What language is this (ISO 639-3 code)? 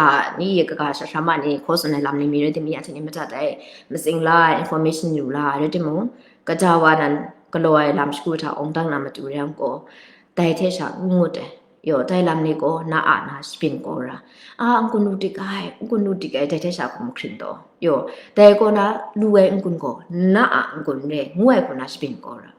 kac